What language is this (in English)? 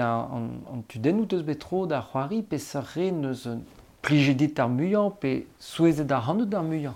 Breton